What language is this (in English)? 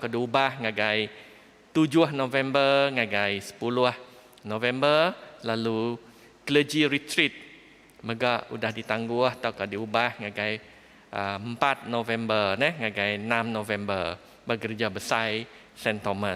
Iban